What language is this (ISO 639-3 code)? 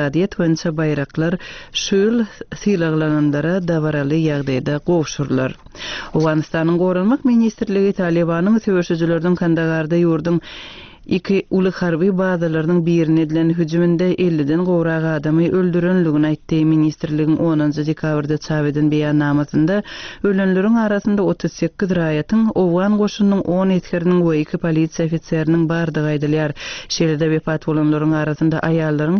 tuk